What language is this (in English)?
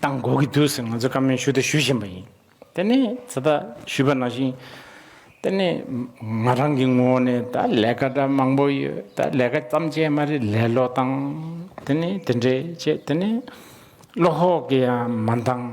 Tibetan